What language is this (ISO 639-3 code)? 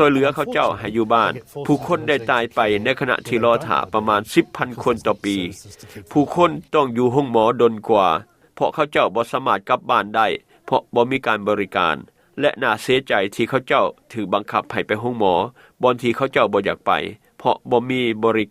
lao